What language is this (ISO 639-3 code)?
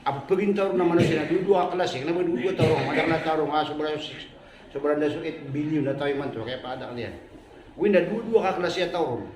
mrw